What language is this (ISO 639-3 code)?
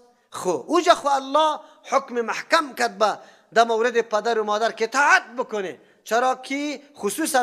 fas